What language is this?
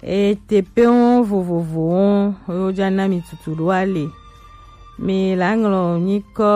Gen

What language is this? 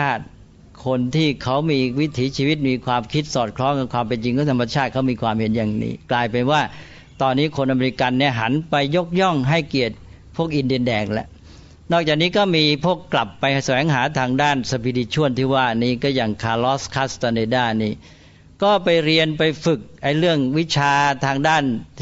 Thai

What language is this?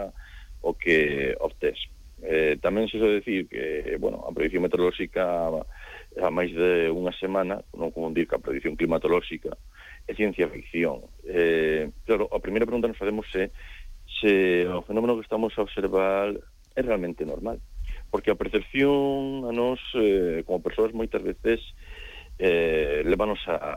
Galician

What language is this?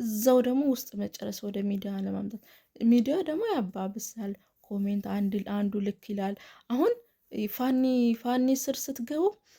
Amharic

